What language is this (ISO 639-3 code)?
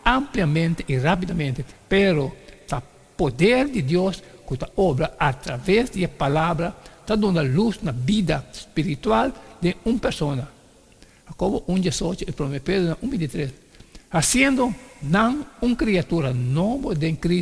pap